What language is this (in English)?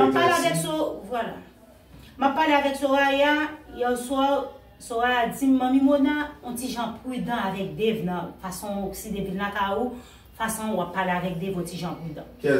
Haitian Creole